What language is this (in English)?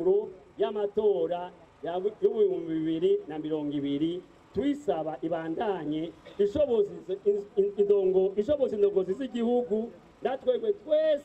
Rundi